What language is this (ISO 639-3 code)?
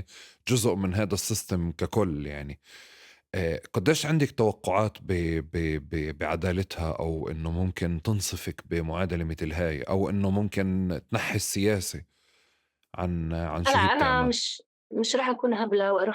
apc